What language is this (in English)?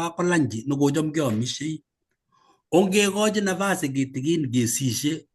Kalenjin